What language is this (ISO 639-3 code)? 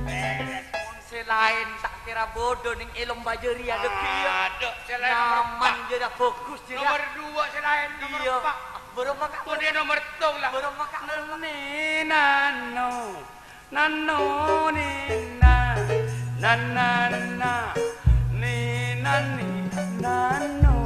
mad